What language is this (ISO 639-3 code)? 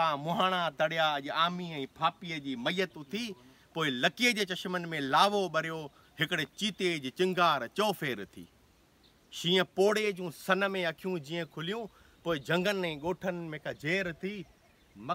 snd